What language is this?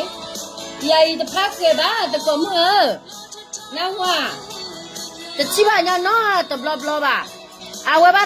S'gaw Karen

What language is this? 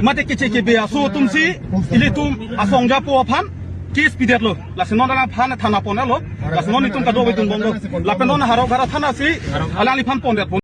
Karbi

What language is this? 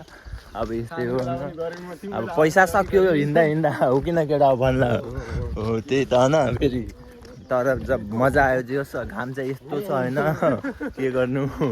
Nepali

